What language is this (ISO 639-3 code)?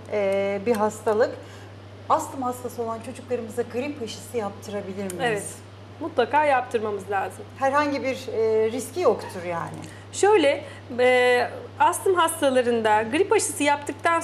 tur